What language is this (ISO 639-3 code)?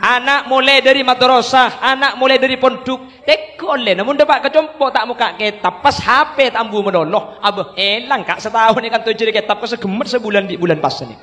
mad